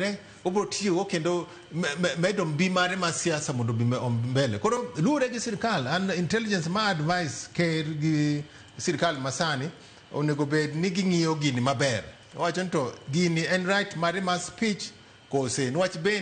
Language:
Luo (Kenya and Tanzania)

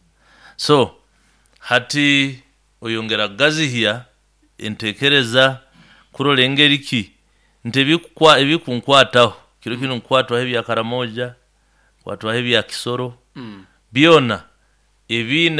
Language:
Nyankole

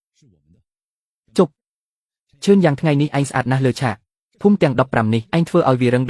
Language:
Khmer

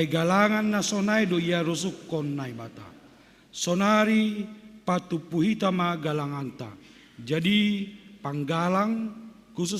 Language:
Batak Simalungun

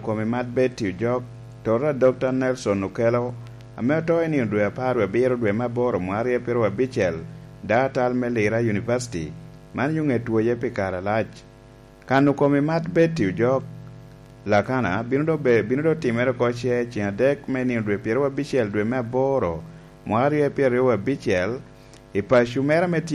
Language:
Lango (Uganda)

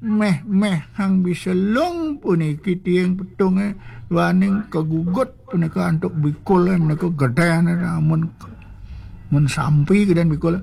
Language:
Balinese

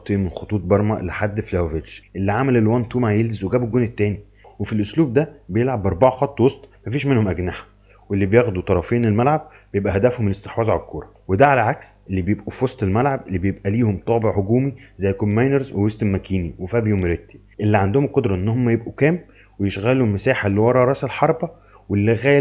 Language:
Egyptian Arabic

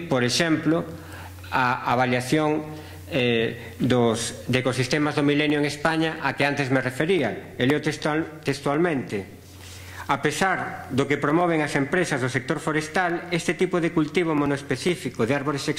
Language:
Galician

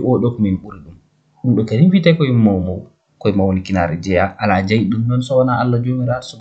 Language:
Fula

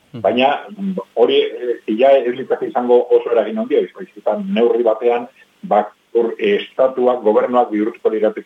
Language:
Basque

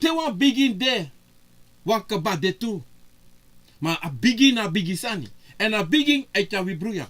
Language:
Sranan Tongo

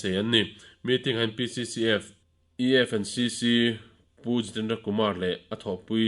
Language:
Mizo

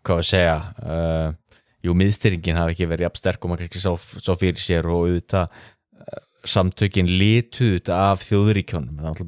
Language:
Icelandic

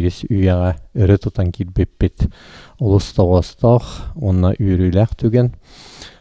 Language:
Yakut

